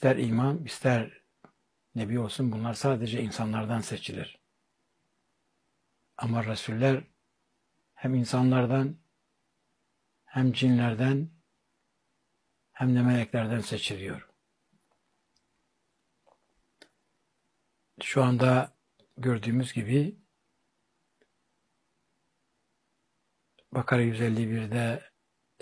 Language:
Turkish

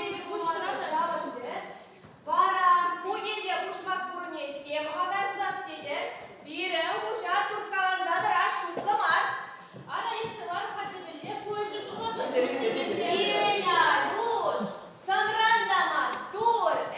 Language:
Chuvash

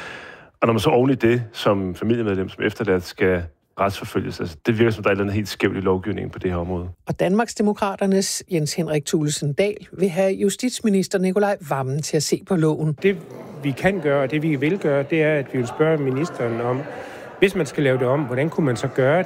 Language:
Danish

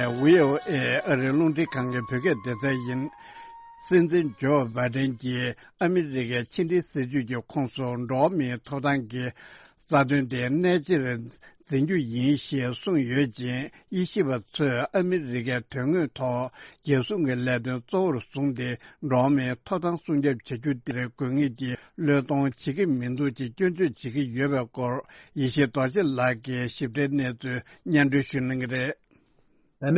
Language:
Tibetan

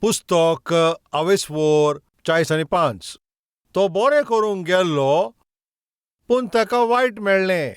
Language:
Konkani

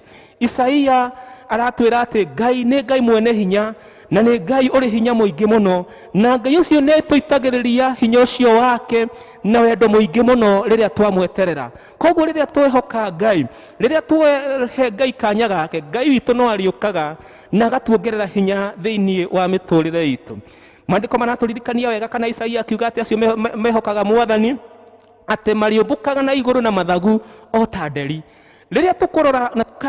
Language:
Kikuyu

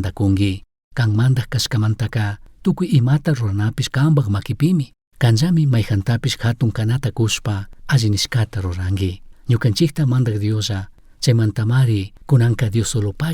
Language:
Chimborazo Highland Quichua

